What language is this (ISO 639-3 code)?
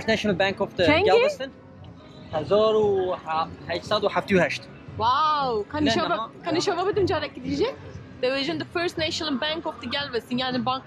kur